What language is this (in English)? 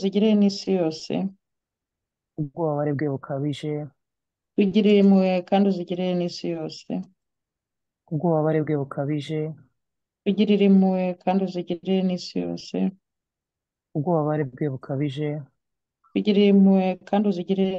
Kinyarwanda